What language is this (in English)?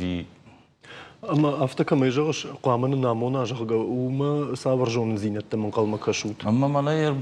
Ossetic